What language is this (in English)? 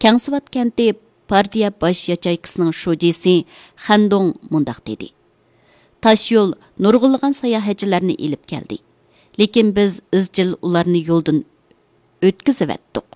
Uyghur